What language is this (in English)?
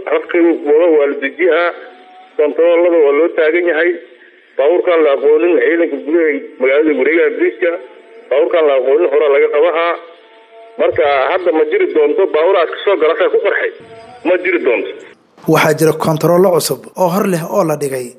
Somali